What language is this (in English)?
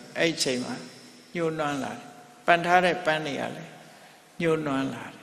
Burmese